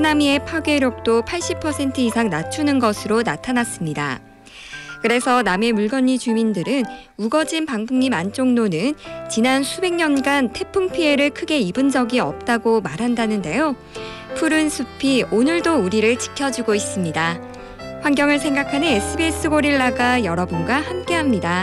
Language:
Korean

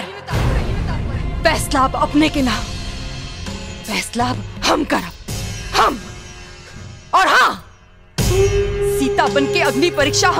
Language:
Bhojpuri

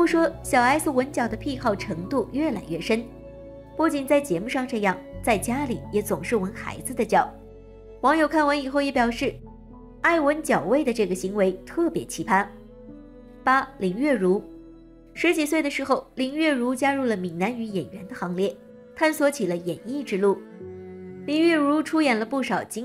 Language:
Chinese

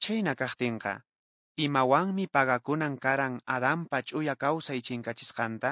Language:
Quechua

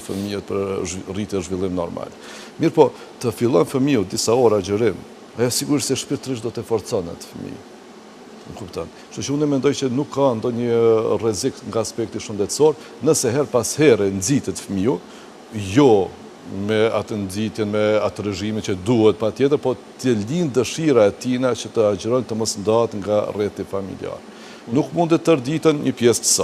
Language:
Albanian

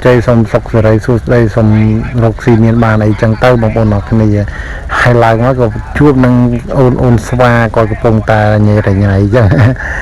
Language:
Khmer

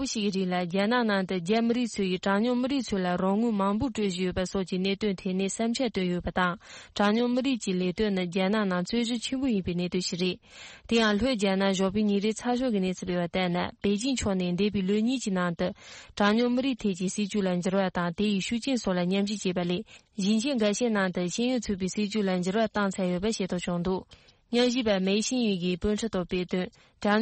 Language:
Tibetan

